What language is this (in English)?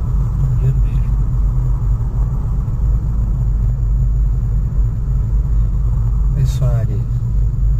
Portuguese